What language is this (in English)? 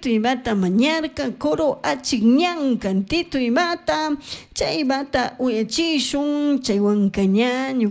Chimborazo Highland Quichua